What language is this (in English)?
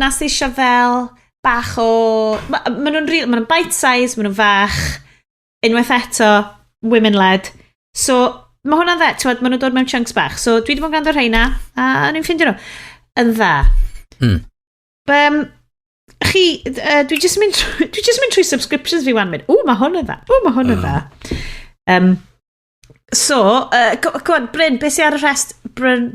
Welsh